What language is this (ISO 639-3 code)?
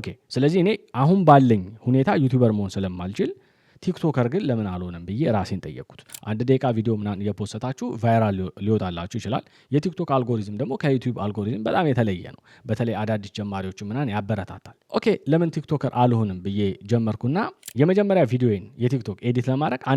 amh